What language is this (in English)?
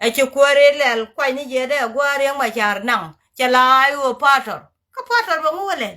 Nuer